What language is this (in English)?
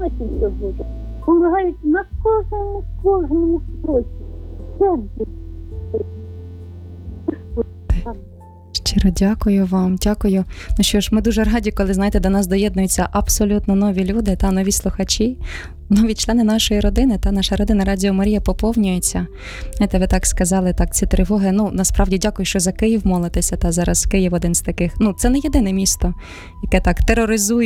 Ukrainian